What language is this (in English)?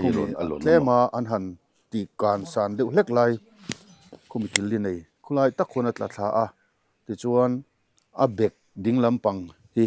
Mizo